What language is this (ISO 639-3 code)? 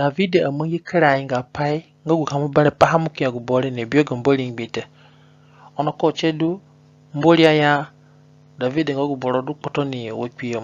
zne